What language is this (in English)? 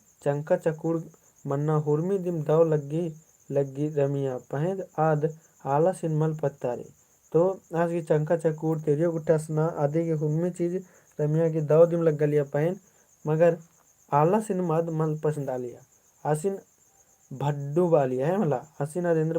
Kurukh